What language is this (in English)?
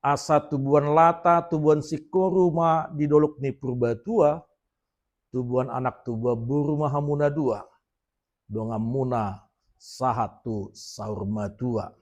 Batak Toba